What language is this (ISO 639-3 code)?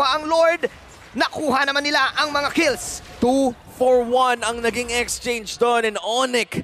fil